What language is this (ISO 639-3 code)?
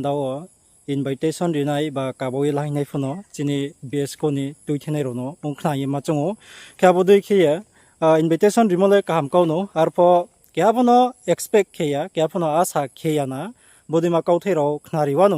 ria